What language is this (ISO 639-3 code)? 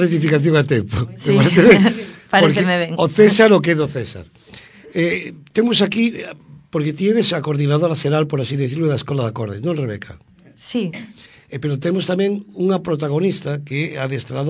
glg